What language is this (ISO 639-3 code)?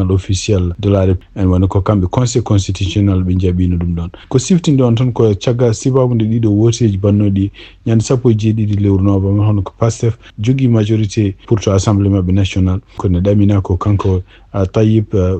ful